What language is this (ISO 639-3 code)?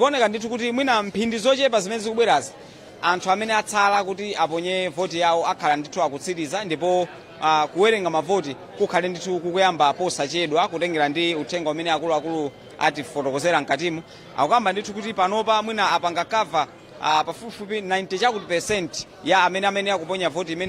nya